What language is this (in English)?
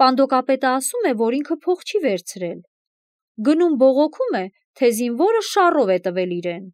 Armenian